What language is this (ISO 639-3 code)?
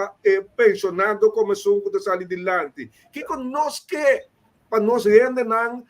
pap